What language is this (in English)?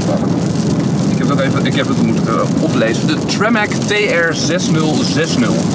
Dutch